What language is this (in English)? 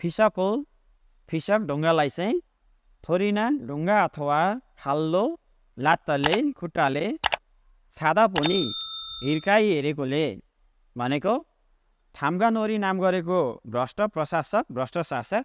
Nepali